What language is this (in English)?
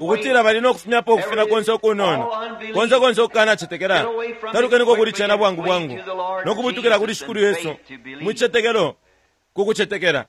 Bemba